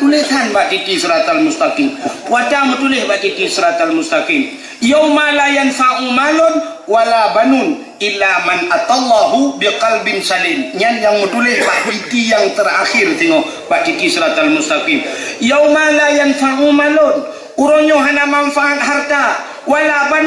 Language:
Achinese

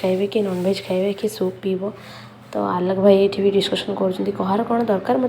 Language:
Odia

